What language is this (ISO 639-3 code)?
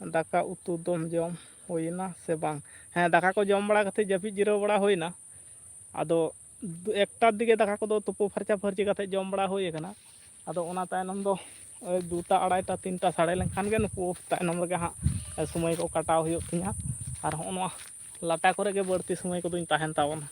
sat